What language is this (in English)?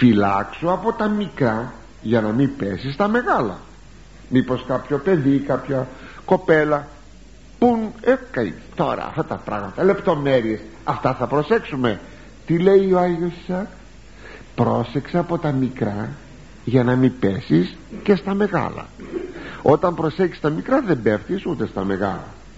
Greek